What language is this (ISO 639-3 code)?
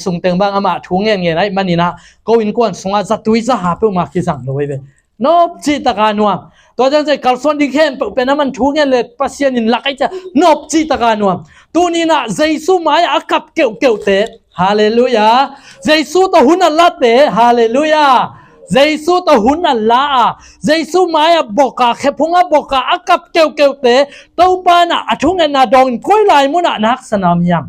ctd